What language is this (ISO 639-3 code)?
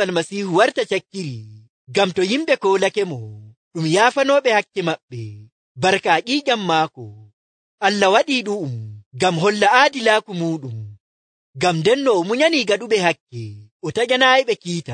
fuv